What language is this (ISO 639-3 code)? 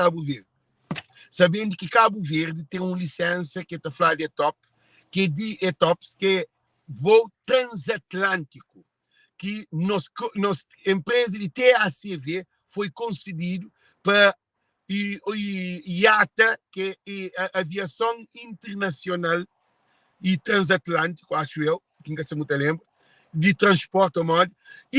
kea